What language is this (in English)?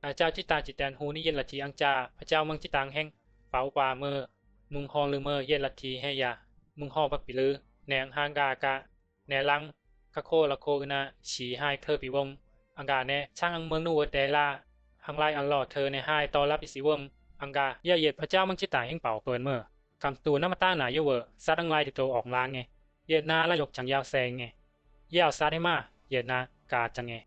Bisu